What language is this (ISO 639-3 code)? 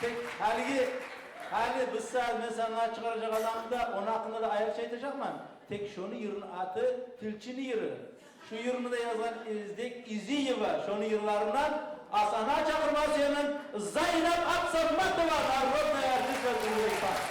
kum